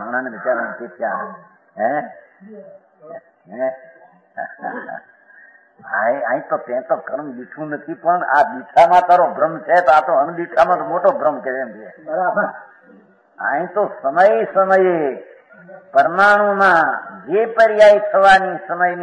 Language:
Gujarati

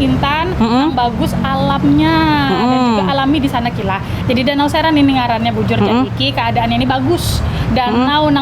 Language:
Banjar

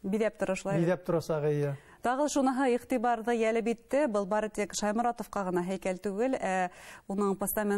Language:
Bashkir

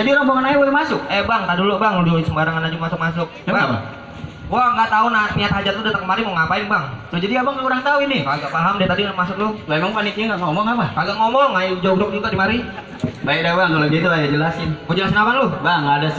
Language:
Betawi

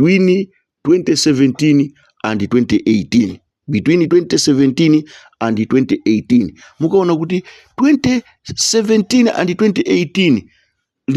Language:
Nyanja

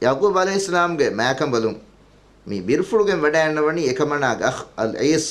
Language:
Divehi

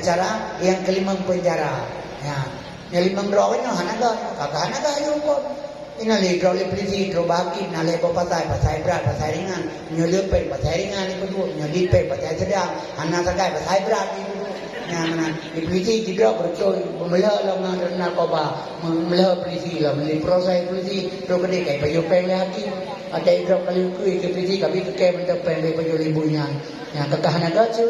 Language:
Achinese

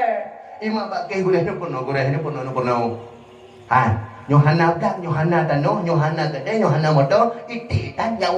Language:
Achinese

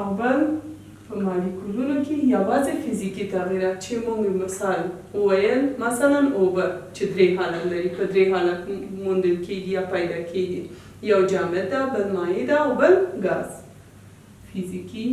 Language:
Pashto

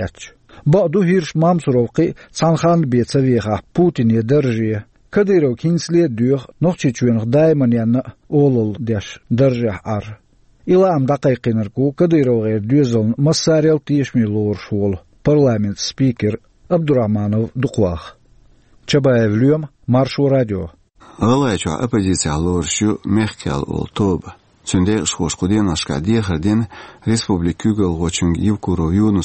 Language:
Chechen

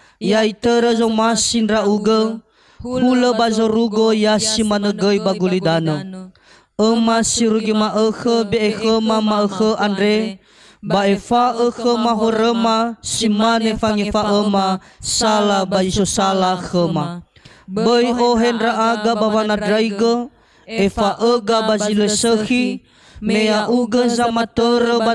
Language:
Nias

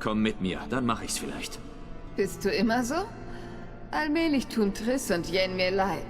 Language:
Swiss German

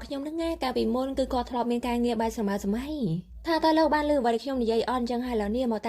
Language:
Khmer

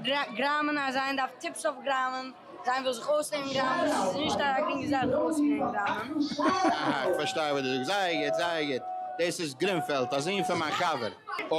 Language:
Yiddish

